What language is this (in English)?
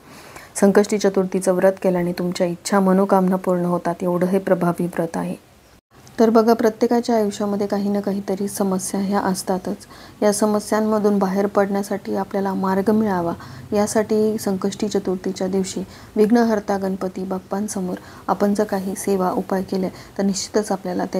Marathi